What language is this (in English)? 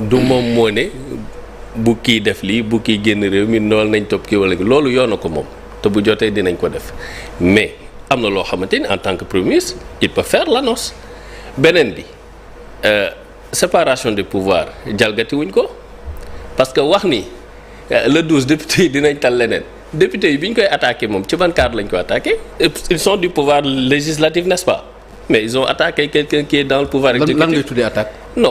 Wolof